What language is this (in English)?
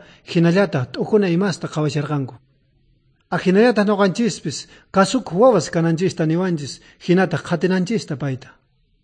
South Bolivian Quechua